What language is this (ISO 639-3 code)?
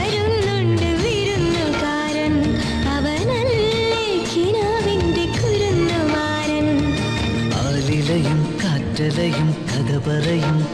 mal